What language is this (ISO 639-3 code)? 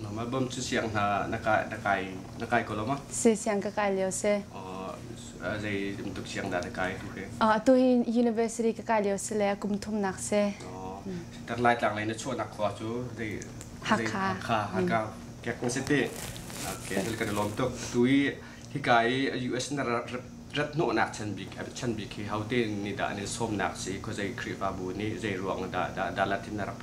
cnh